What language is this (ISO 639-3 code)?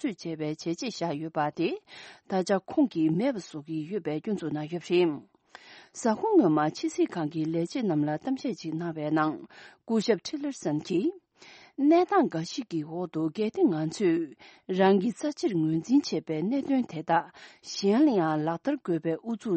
bod